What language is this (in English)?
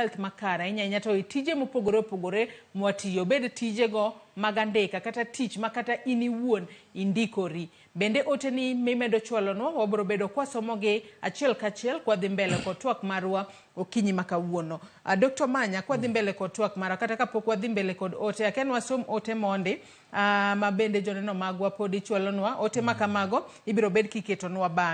Luo (Kenya and Tanzania)